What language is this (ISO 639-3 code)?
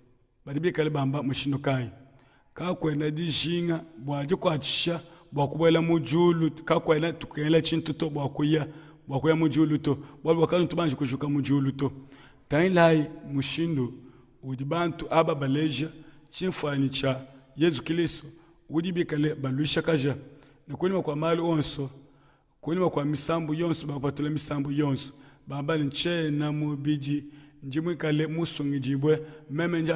lua